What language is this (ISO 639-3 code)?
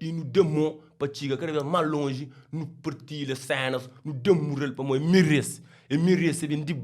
kea